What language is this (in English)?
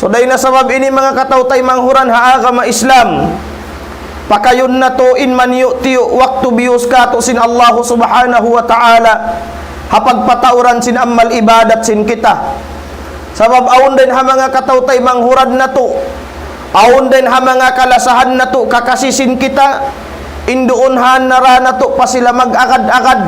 Tausug